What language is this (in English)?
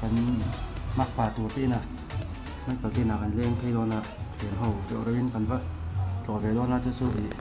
Mizo